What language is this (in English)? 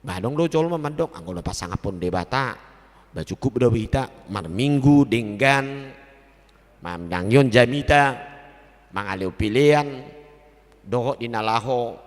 Batak Toba